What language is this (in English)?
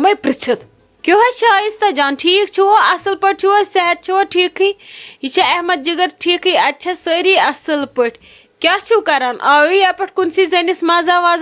Kashmiri